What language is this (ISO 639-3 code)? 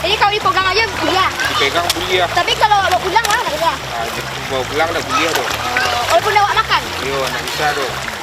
min